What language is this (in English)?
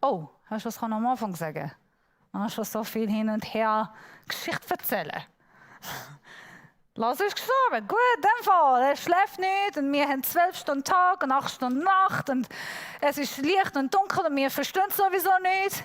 Swiss German